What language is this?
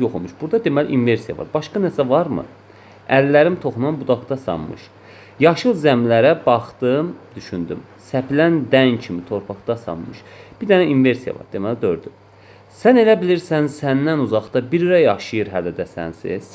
Azerbaijani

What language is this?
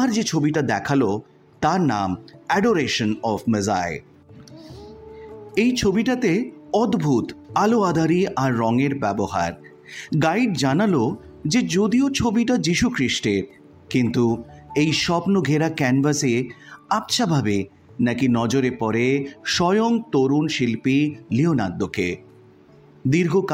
Bangla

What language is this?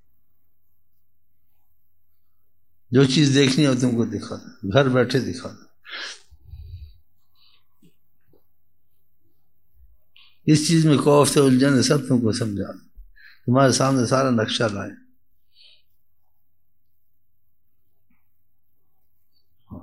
Urdu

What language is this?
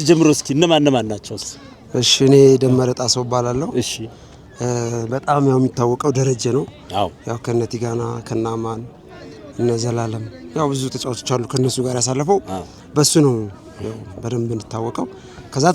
Amharic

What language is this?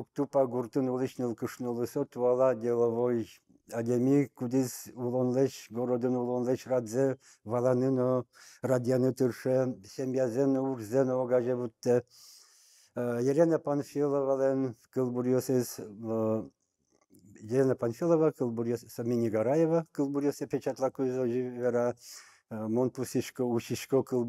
Udmurt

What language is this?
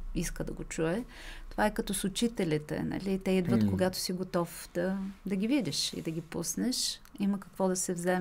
Bulgarian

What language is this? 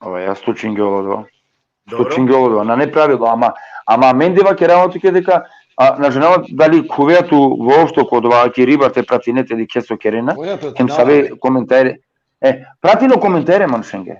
Balkan Romani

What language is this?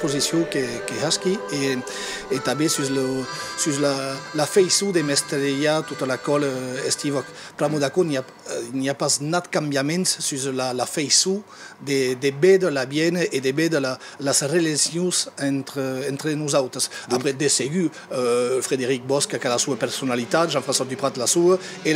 Occitan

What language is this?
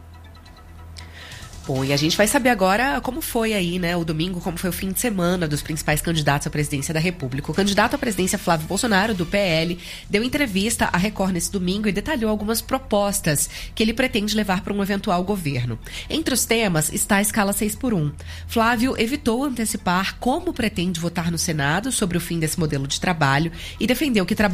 Portuguese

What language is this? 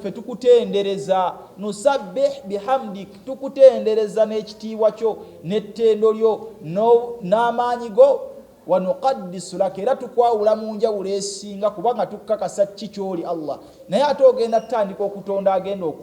Ganda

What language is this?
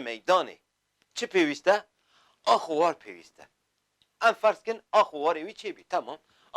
Kurdish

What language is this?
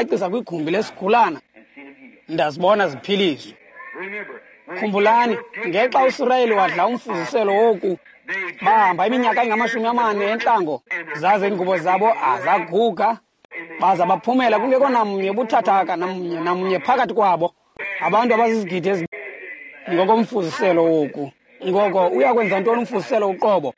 Xhosa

